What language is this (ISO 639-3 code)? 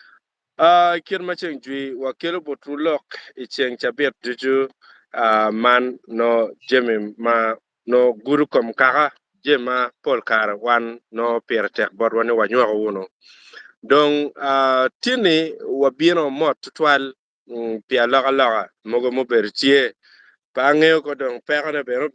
ach